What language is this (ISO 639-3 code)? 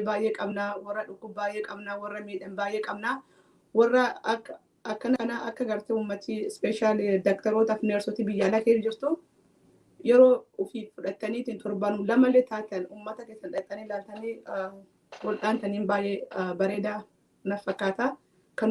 orm